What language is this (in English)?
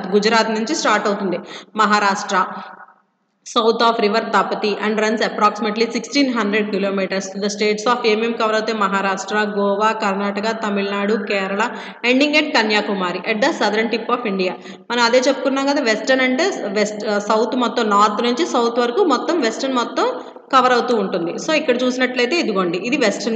Telugu